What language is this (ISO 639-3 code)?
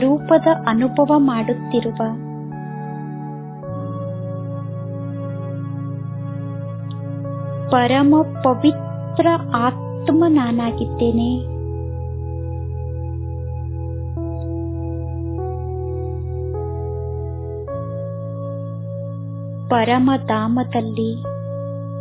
kan